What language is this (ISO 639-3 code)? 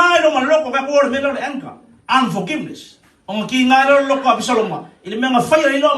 smo